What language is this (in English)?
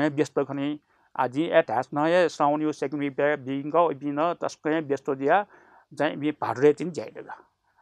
Newari